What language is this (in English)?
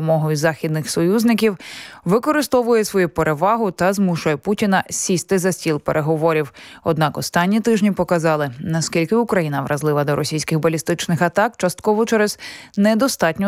Ukrainian